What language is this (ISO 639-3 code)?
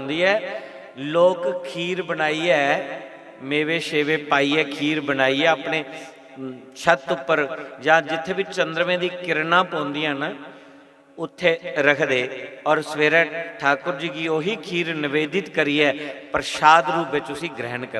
doi